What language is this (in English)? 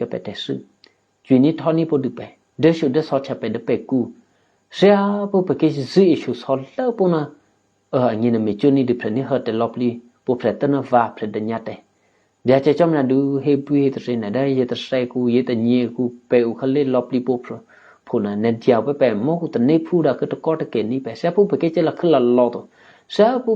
Eastern Kayah